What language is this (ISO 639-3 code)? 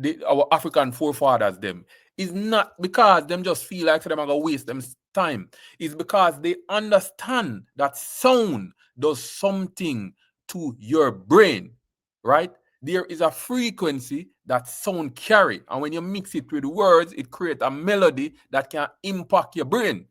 jam